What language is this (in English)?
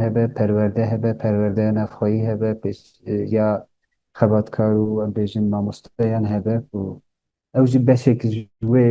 Kurdish